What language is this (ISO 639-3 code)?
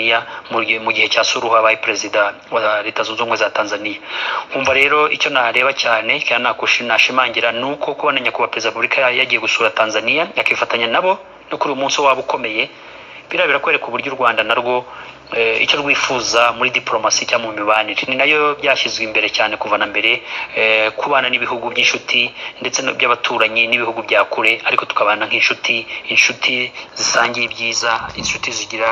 kin